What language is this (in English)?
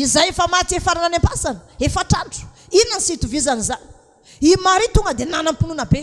Malagasy